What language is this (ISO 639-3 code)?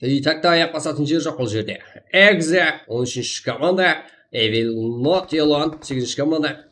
kaa